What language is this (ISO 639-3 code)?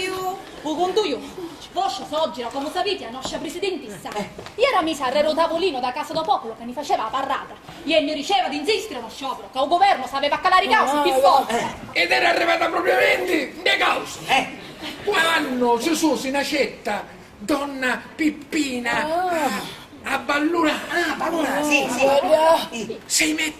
scn